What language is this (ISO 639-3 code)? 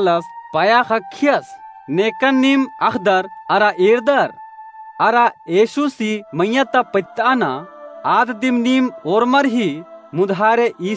kru